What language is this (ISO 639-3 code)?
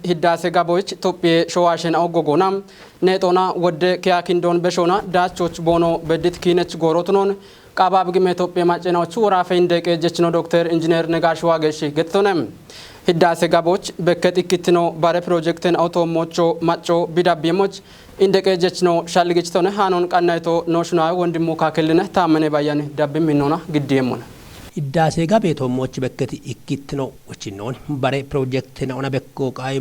kbr